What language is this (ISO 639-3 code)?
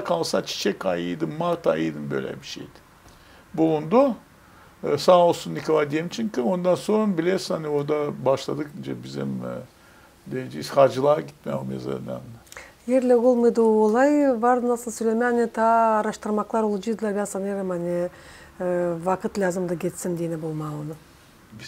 gag